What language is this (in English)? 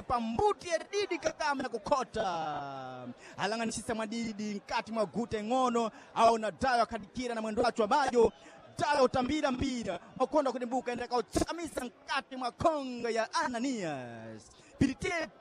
Sena